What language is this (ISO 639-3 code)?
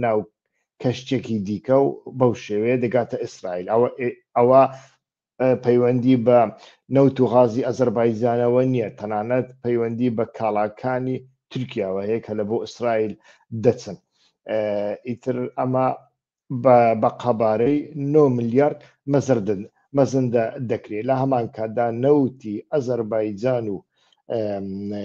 ckb